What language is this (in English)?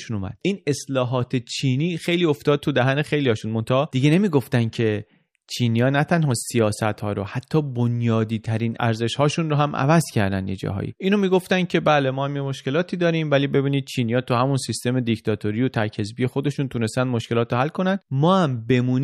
Persian